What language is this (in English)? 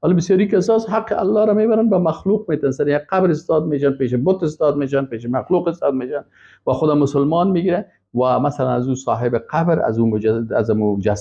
Persian